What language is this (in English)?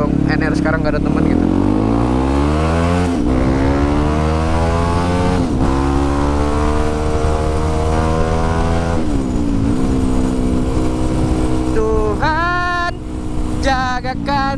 Indonesian